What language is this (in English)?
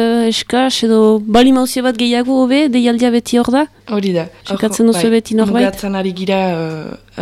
Basque